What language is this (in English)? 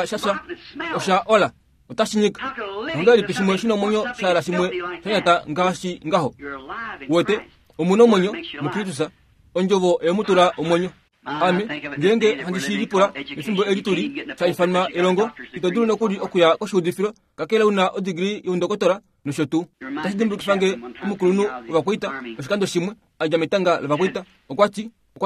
Kuanyama